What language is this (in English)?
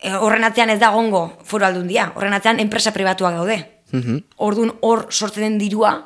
Basque